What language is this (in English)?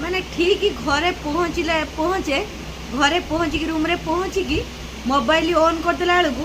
Odia